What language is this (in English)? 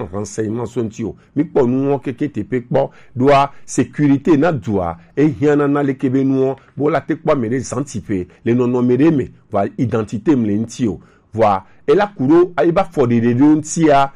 Gen